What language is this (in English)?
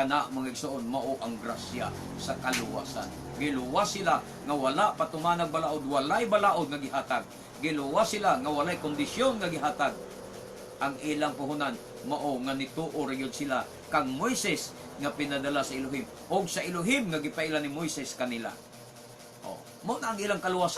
Cebuano